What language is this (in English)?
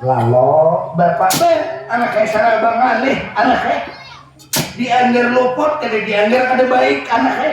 Banjar